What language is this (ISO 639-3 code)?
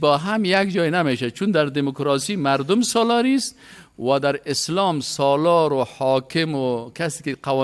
fas